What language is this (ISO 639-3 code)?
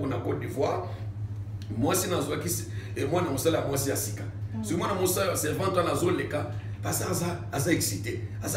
lin